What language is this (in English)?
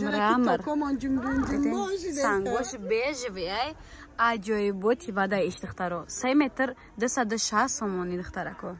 Tajik